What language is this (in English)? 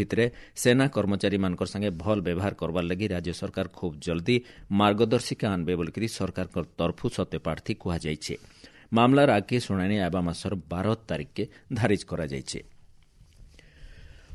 Odia